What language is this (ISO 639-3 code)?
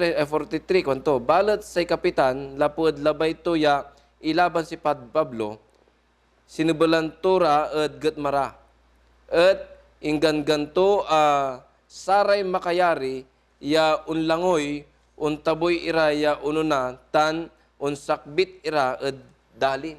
pag